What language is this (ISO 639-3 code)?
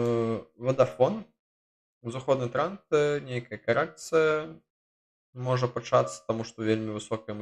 bel